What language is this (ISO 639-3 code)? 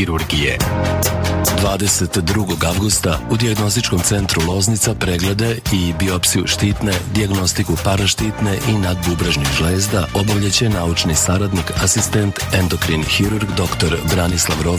srp